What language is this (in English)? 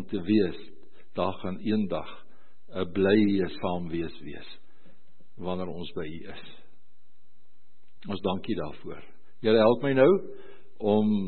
Afrikaans